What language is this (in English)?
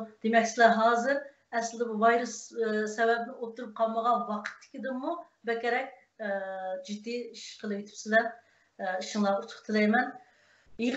Uyghur